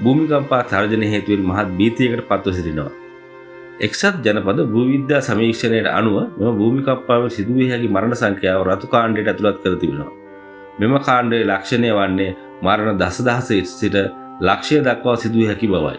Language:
Sinhala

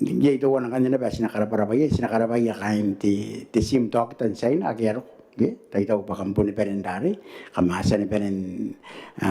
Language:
Gilbertese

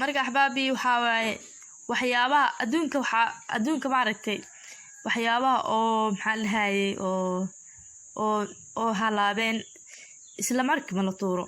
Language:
Somali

